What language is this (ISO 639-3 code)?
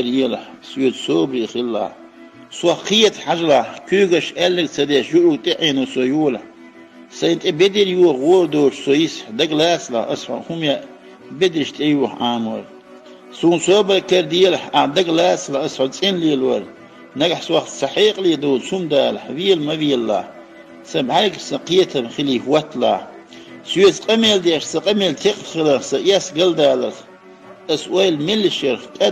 che